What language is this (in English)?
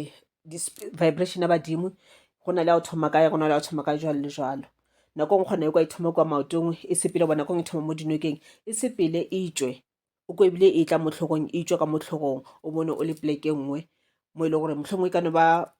Northern Sotho